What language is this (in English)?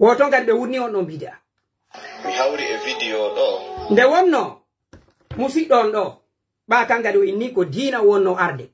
Pular